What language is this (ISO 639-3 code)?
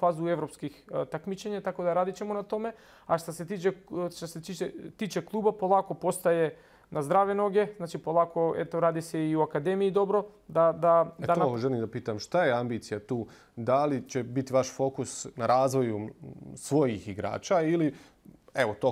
bos